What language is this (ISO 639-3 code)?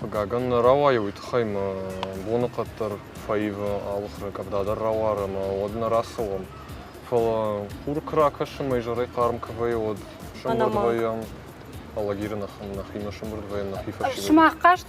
oss